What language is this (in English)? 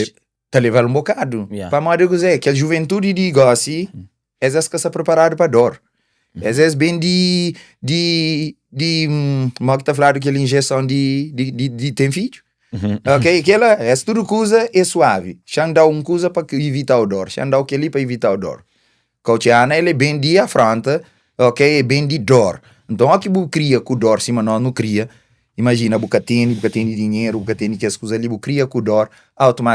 Kabuverdianu